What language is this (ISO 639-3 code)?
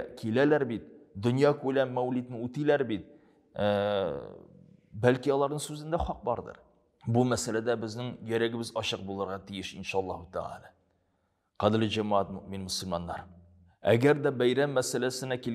tat